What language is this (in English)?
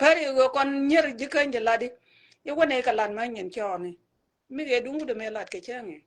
Nuer